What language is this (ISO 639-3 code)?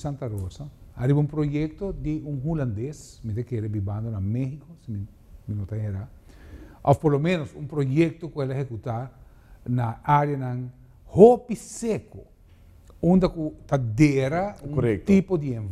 pap